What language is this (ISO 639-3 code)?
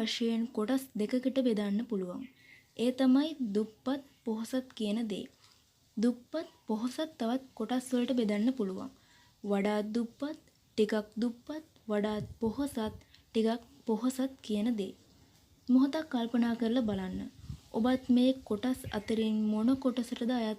sin